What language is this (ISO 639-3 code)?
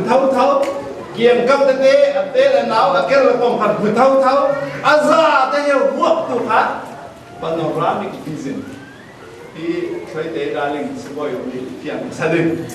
cfm